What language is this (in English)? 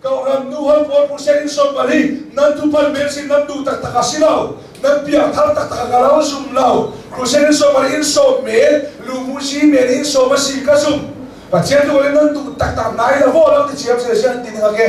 Hakha Chin